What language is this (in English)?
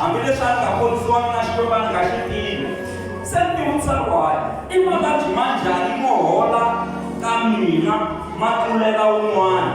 Tsonga